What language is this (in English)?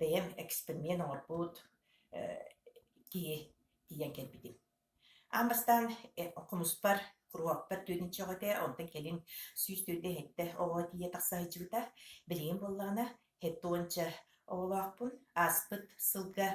Yakut